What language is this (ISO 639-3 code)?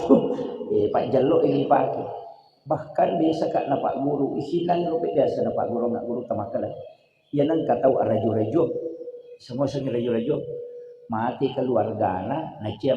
bug